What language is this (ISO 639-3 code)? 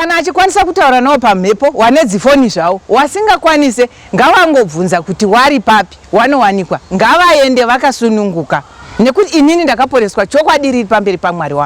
sna